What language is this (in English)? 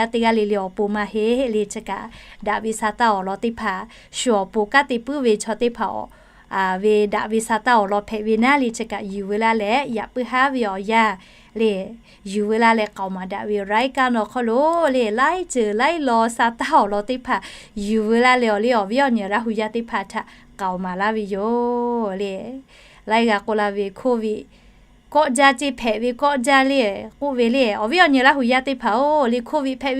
Lahu